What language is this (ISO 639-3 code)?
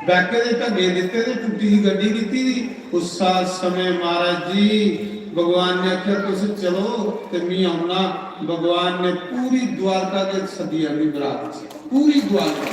doi